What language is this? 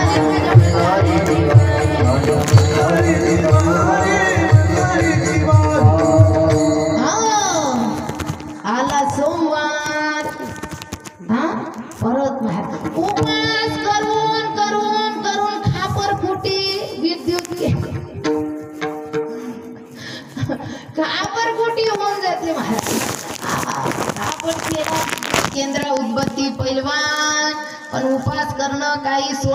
Marathi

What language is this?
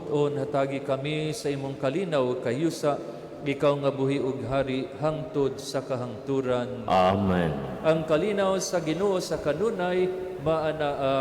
Cebuano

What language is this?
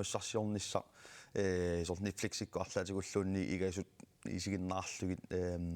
Kalaallisut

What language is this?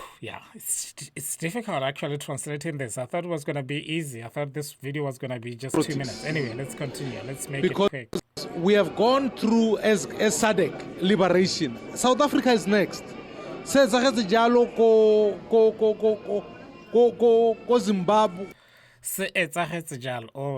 Tswana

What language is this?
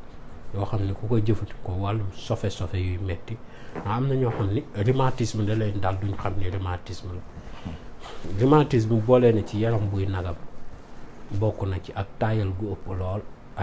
Wolof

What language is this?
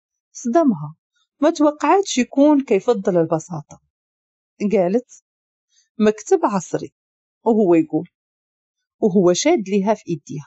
Moroccan Arabic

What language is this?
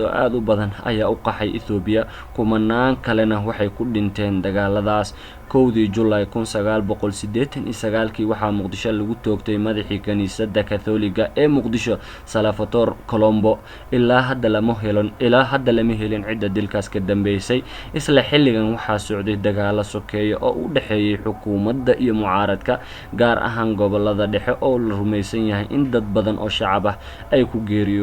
Somali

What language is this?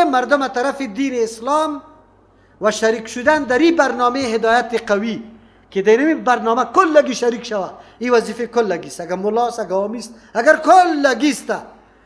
Persian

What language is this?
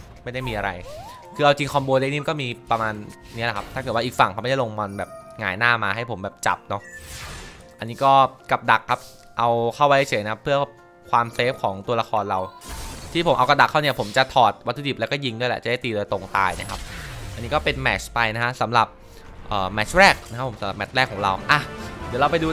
Thai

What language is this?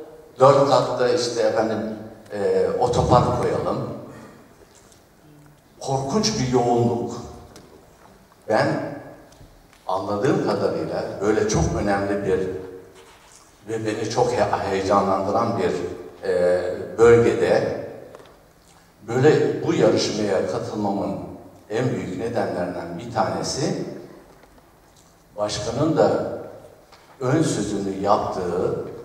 Turkish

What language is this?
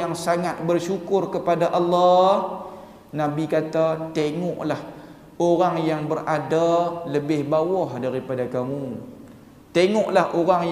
Malay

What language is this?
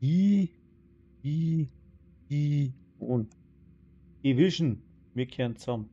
Bavarian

